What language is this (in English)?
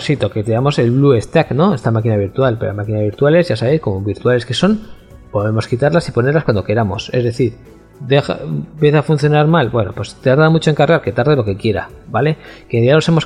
Spanish